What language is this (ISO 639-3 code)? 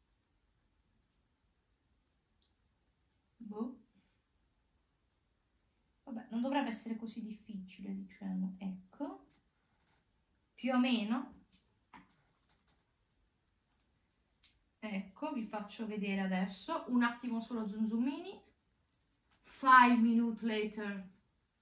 ita